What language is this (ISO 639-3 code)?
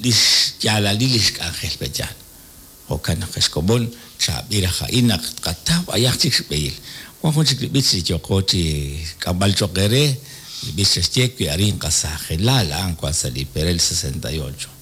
kek